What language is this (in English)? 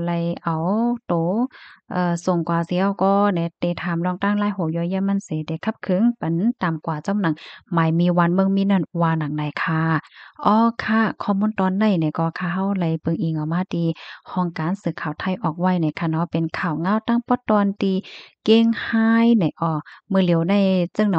Shan